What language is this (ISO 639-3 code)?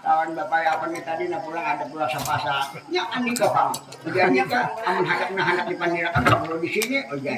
bjn